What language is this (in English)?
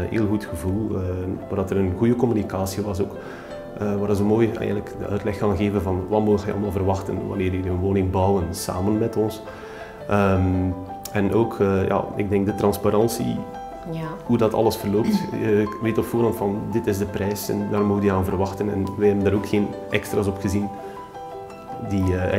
Dutch